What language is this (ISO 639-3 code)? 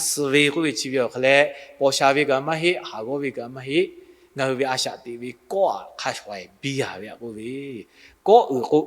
lhu